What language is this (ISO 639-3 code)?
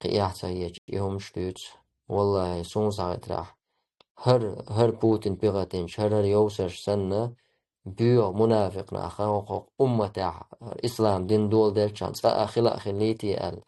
che